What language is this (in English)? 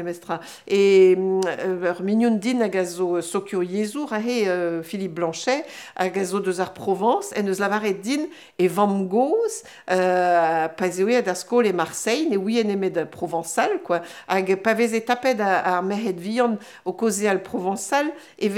Breton